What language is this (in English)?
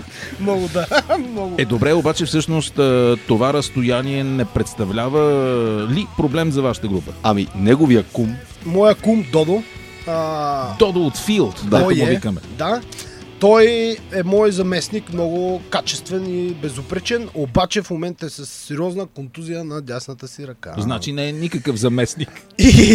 Bulgarian